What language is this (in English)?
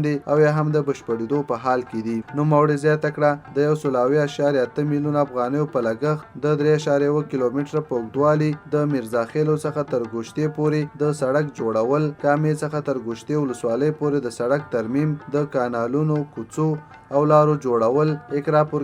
Pashto